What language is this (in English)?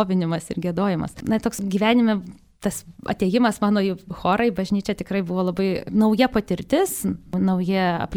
Lithuanian